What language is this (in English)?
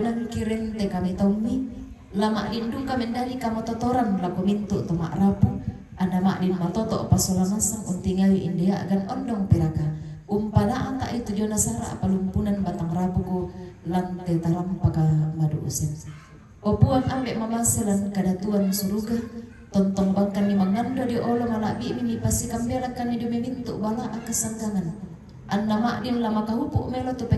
Toraja-Sa'dan